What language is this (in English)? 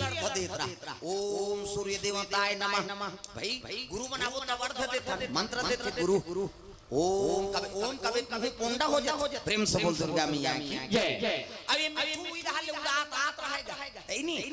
Chhattisgarhi